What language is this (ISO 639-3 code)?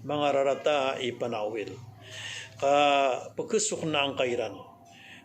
mrw